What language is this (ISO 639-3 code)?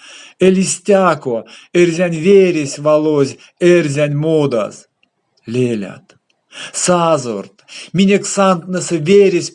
myv